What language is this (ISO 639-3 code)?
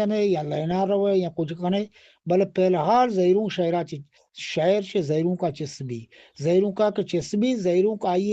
bgp